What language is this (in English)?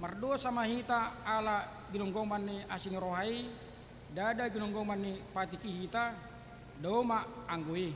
Batak Toba